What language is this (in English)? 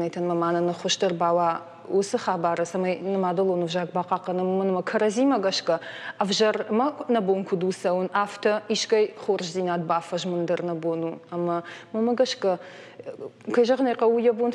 Ossetic